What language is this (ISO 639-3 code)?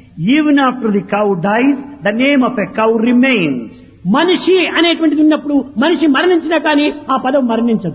tel